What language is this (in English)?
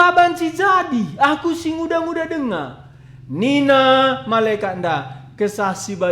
Batak Karo